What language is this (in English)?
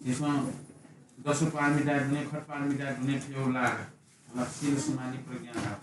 Newari